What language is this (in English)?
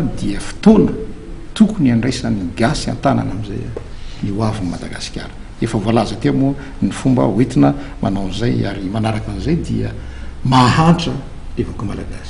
Malagasy